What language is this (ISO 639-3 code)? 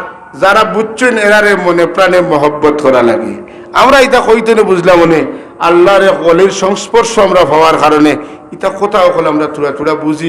syl